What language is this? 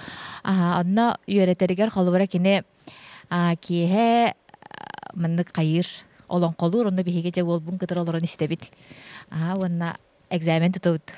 Yakut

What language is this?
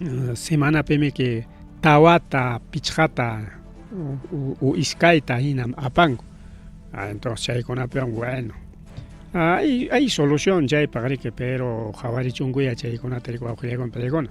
Ayacucho Quechua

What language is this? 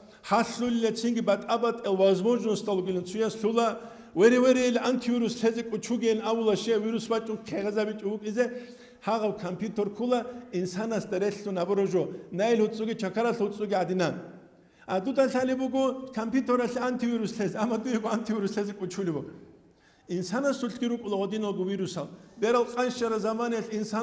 Avaric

